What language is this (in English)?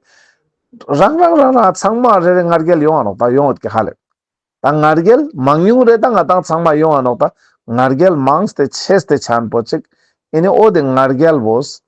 Ladakhi